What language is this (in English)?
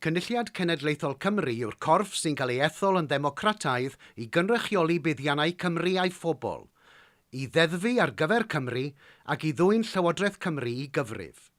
Welsh